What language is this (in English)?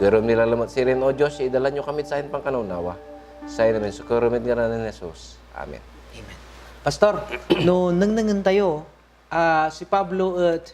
Pangasinan